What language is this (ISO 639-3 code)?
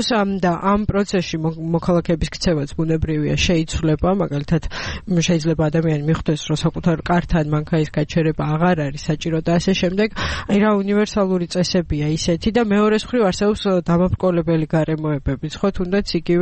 kat